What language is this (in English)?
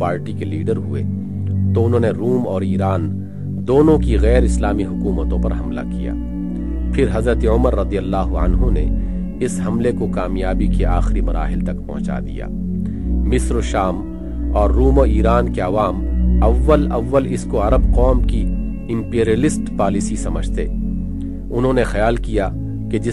Urdu